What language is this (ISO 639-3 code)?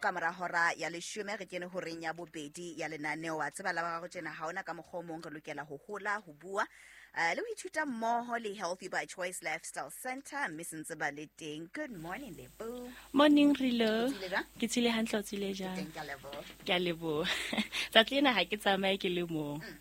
sot